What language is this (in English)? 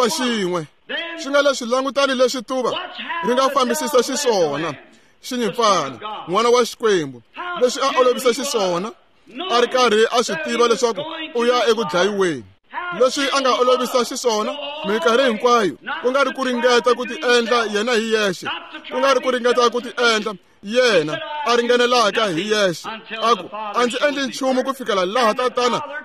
Tsonga